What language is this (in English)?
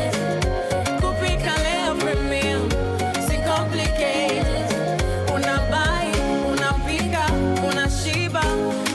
Meru